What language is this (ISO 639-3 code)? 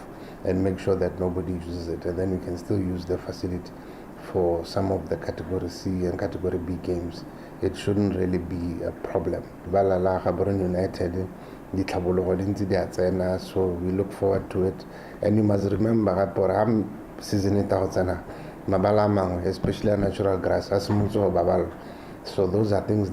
tsn